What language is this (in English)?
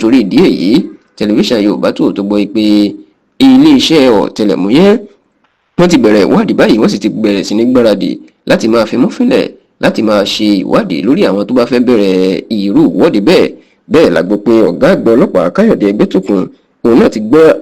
Yoruba